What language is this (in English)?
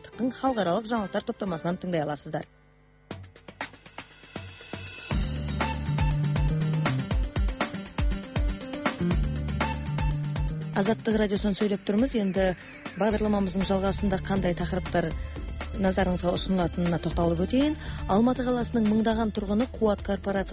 Kazakh